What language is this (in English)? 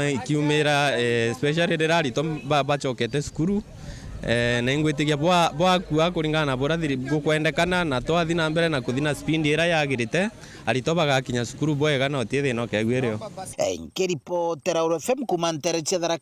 Meru